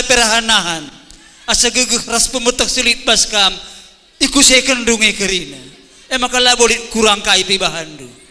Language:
Batak Karo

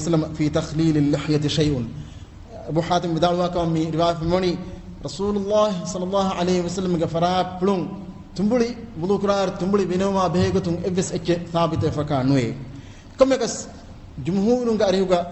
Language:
Divehi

